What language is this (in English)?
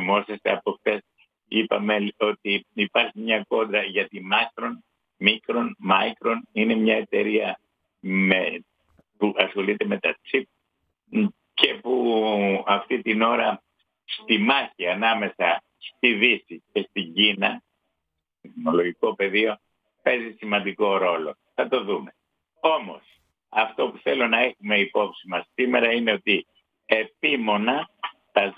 Greek